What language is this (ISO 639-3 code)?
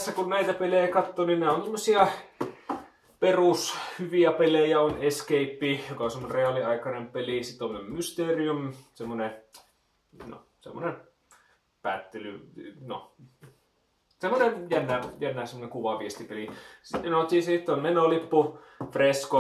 fin